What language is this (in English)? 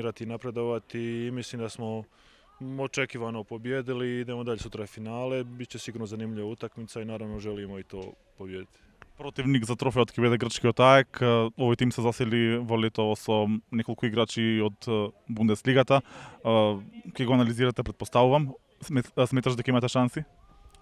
Macedonian